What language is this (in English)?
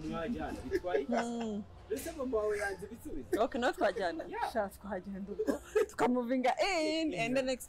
Kinyarwanda